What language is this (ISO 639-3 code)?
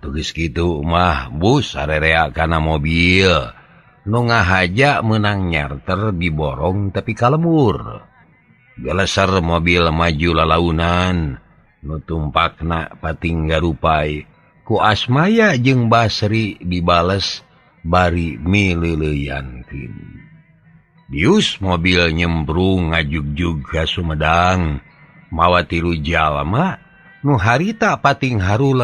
sun